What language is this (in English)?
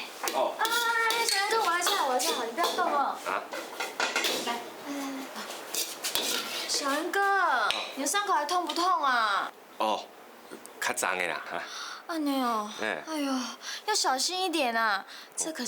Hakka Chinese